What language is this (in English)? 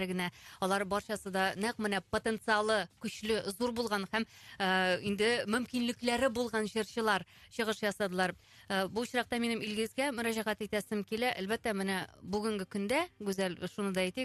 Tatar